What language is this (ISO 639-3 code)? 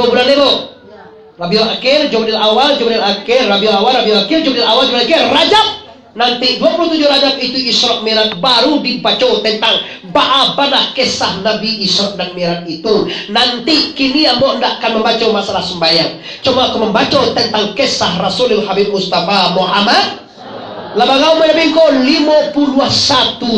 min